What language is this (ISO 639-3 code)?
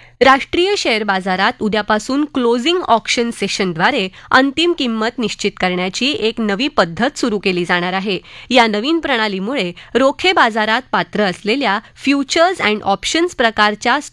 mar